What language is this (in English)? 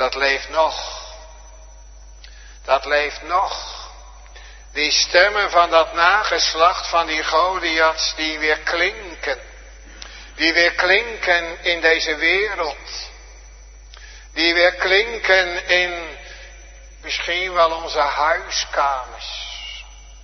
Dutch